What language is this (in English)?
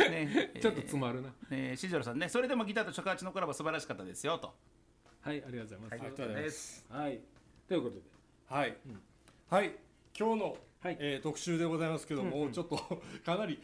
Japanese